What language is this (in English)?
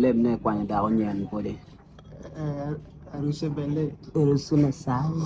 Acoli